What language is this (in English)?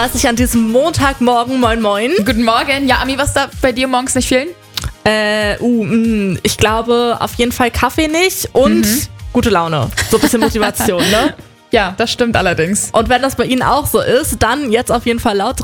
German